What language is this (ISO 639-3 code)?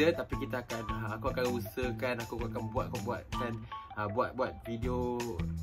msa